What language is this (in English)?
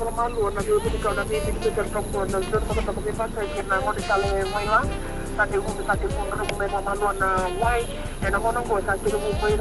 Fijian